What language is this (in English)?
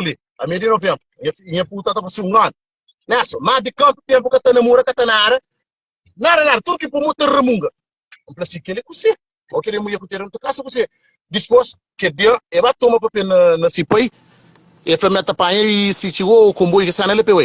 Kabuverdianu